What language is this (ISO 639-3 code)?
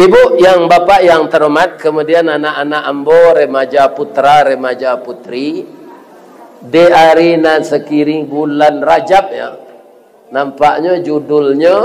min